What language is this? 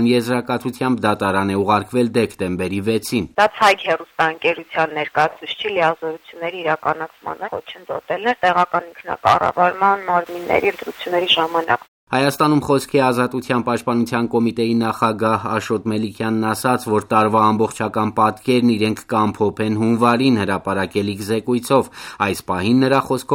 Armenian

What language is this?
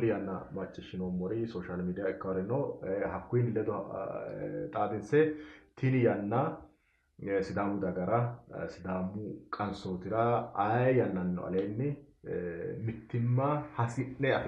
Sidamo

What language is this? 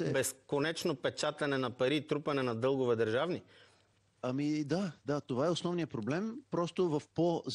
Bulgarian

